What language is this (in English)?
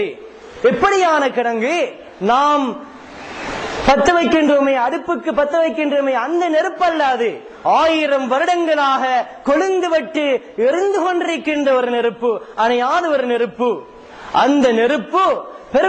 Tamil